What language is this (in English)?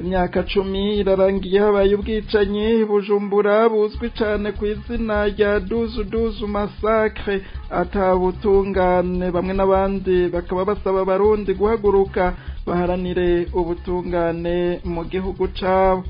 Rundi